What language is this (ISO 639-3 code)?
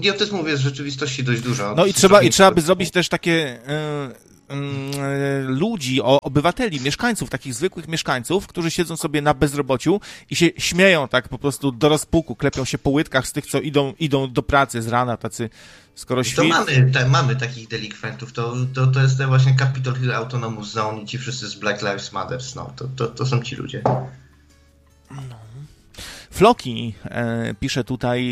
pol